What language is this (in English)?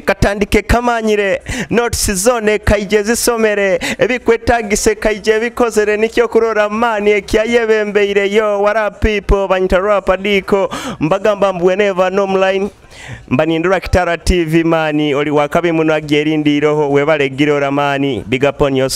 Nyoro